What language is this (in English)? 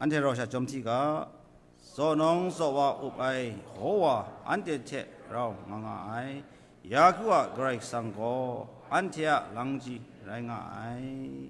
Kachin